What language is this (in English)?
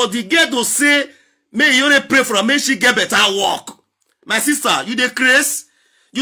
Nigerian Pidgin